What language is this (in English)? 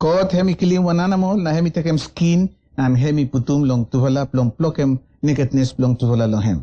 Bislama